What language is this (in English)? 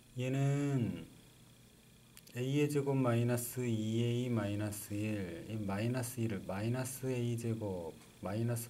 Korean